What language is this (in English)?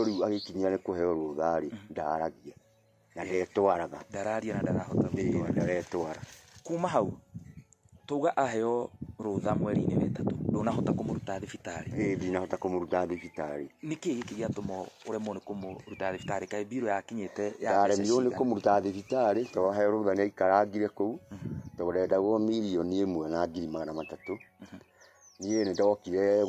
Kikuyu